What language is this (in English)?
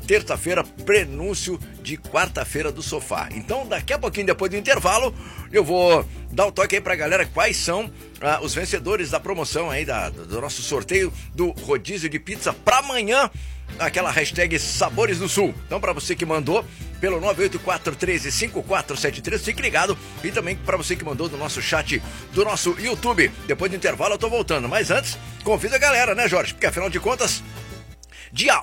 Portuguese